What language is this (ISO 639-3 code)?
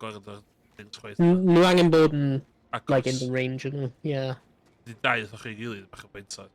cym